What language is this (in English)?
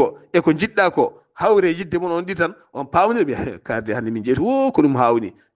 Fula